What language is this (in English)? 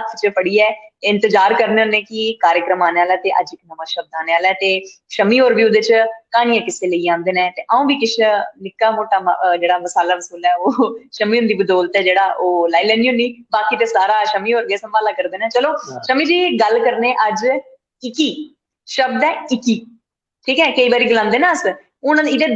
Dogri